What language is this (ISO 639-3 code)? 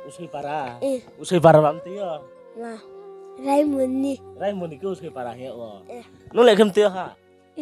ria